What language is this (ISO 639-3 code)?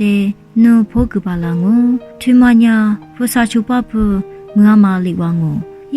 lis